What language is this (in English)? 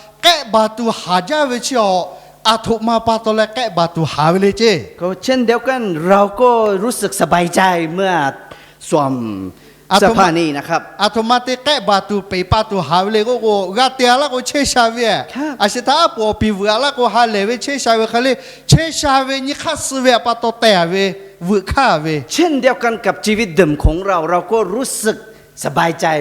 Lahu